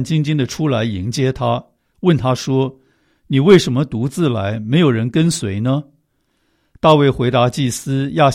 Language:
Chinese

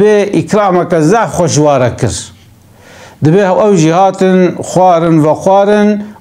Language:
Kurdish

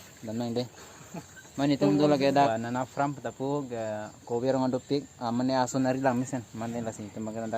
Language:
Karbi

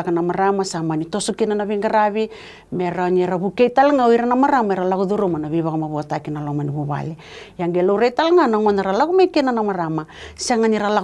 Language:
Fijian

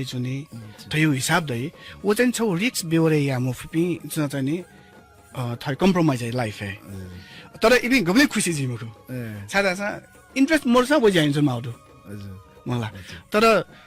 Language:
Newari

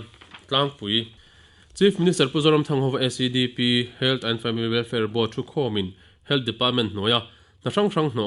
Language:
Mizo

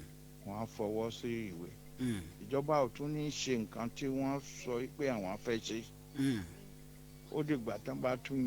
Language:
Yoruba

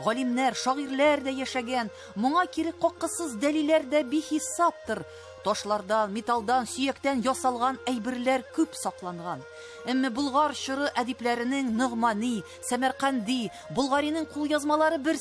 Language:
Tatar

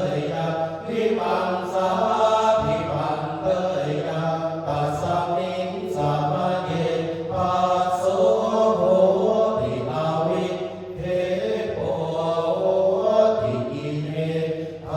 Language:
Pali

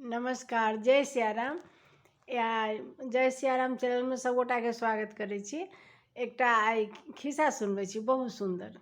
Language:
Maithili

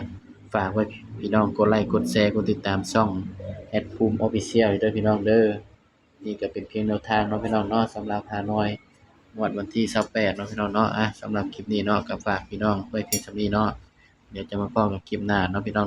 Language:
Northeastern Thai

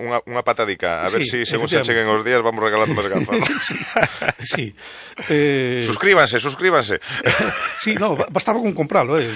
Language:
Galician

